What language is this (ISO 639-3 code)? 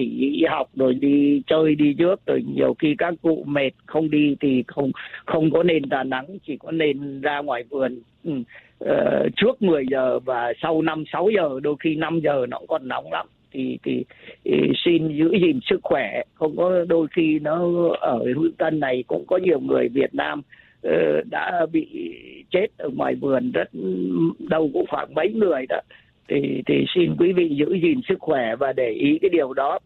vie